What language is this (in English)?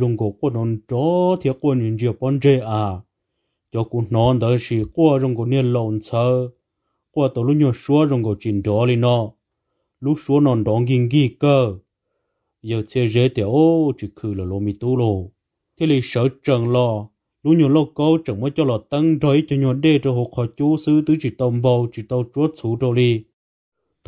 Hmong